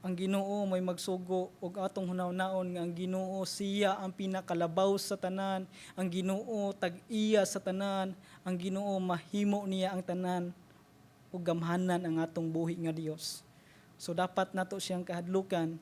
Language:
Cebuano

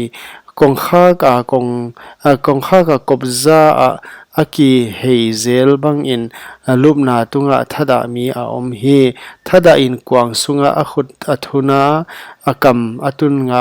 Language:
Paite Chin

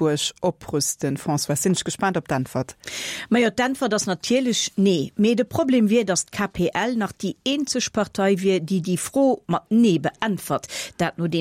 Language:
Luxembourgish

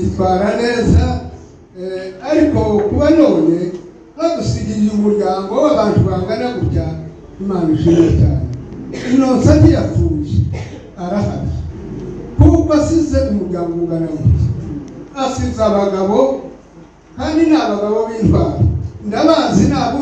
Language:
Kinyarwanda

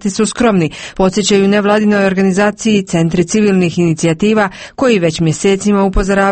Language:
Croatian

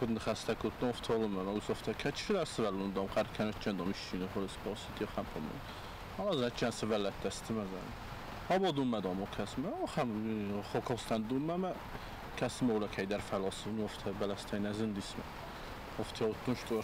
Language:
Ossetic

